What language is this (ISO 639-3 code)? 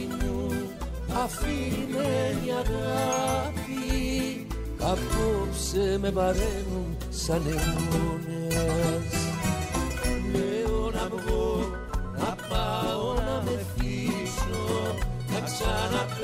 ell